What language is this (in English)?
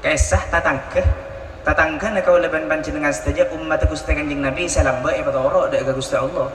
Madurese